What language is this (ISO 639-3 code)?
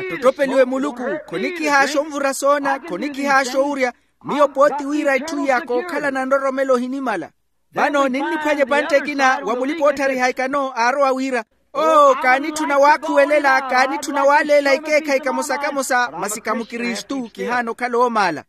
vmw